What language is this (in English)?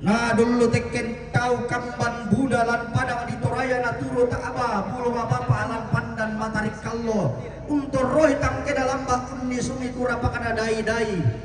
Toraja-Sa'dan